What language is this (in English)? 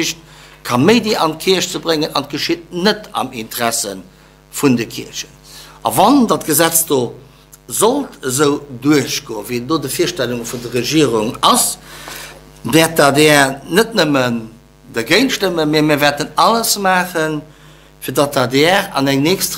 Luxembourgish